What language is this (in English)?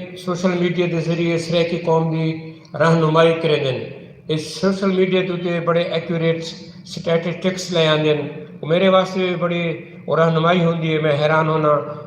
Saraiki